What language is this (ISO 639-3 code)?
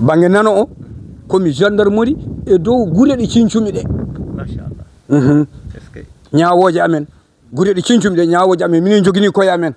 ful